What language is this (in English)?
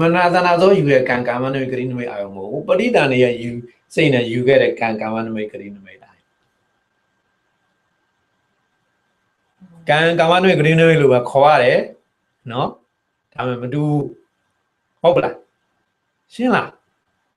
Burmese